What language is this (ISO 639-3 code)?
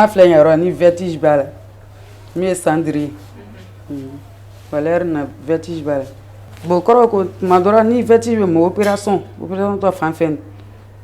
bam